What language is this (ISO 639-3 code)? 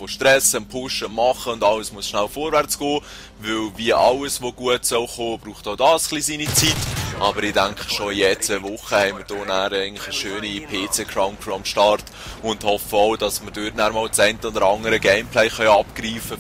gsw